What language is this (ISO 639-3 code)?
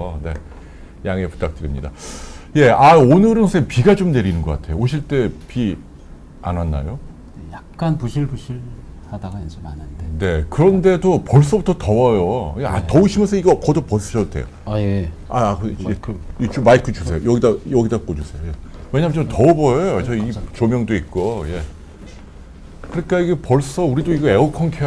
kor